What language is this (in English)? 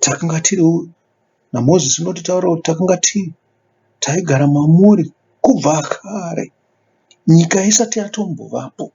Shona